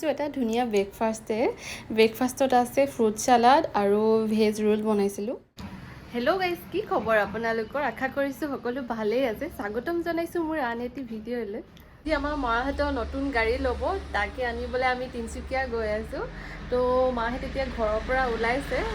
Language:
Assamese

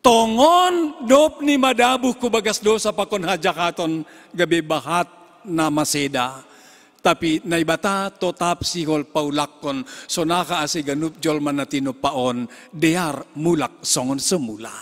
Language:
Batak Simalungun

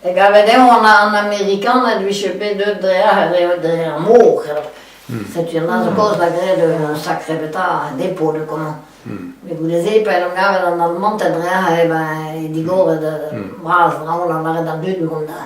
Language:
Breton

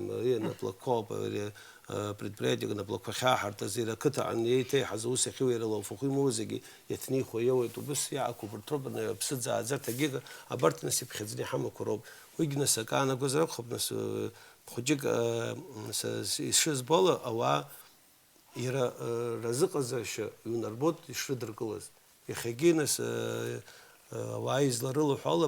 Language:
Abkhazian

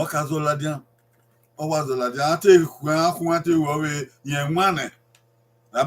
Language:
Bini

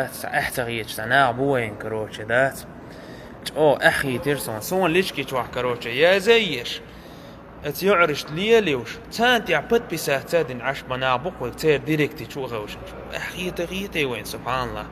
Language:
Chechen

